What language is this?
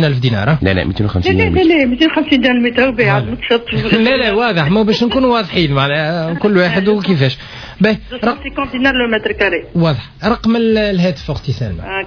Tunisian Arabic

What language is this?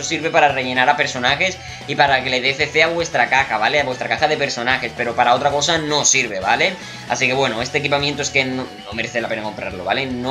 Spanish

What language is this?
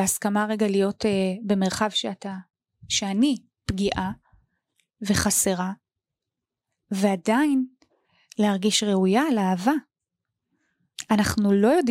Hebrew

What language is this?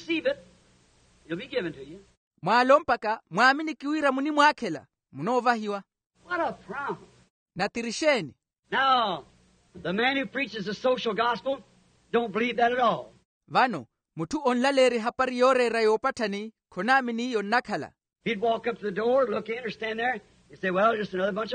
Makhuwa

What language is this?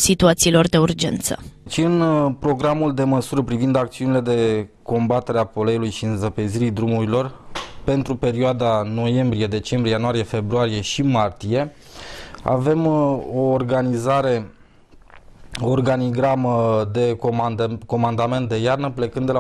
Romanian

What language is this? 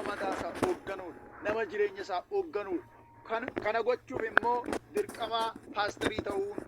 Oromo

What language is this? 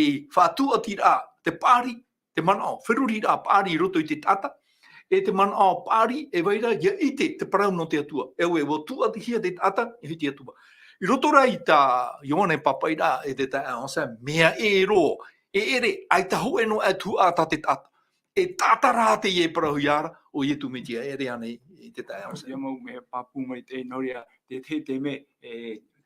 Tahitian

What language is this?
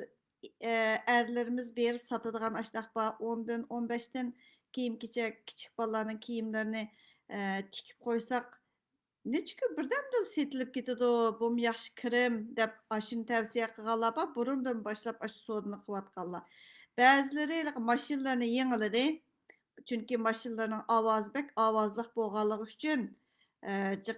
Uyghur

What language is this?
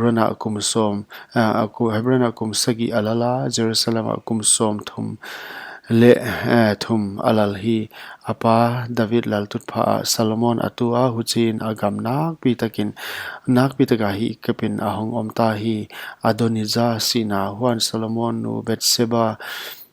Paite Chin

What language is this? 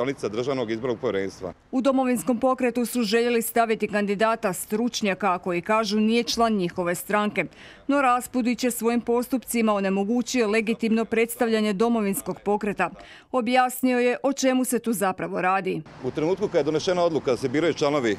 Croatian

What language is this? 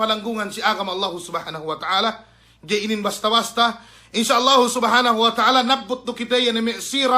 Yakan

